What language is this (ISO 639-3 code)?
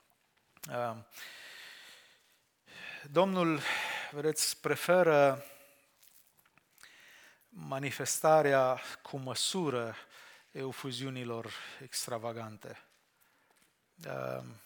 ron